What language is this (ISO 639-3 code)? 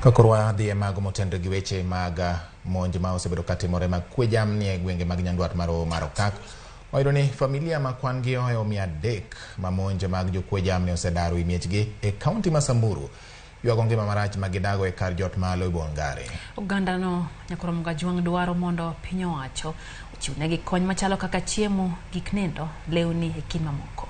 luo